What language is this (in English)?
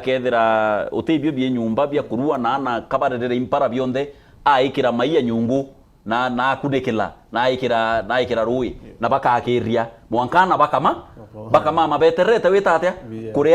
Meru